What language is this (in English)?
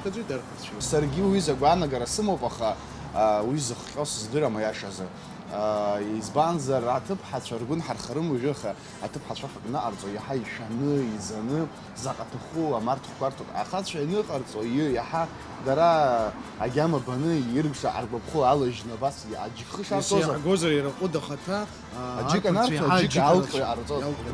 Abkhazian